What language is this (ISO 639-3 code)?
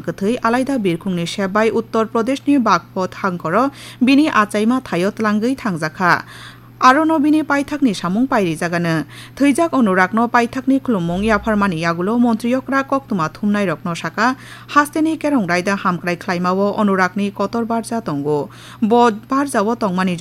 trp